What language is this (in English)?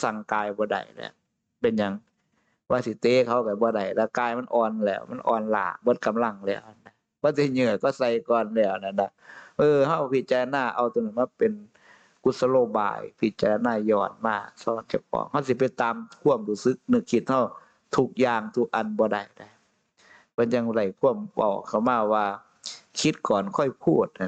Northeastern Thai